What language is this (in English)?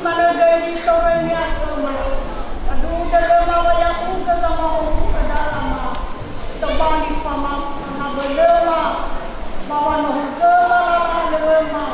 Nias